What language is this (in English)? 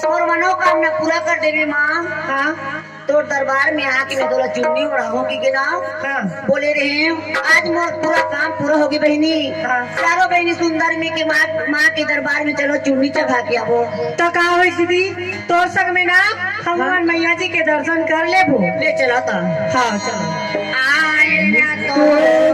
Chhattisgarhi